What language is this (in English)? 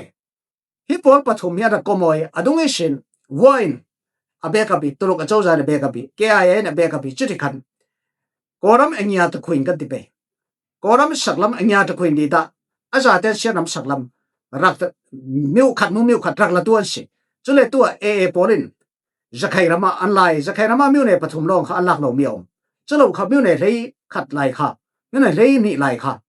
Falam Chin